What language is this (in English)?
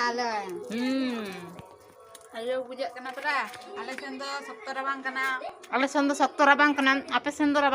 Santali